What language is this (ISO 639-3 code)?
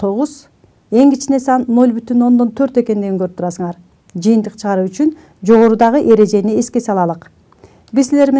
kir